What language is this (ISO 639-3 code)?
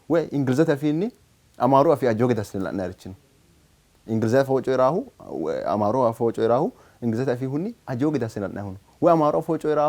sid